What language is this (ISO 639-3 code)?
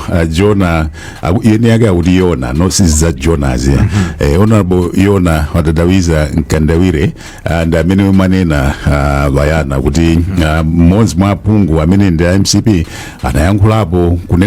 nya